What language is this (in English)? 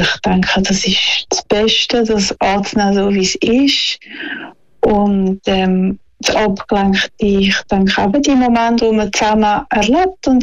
German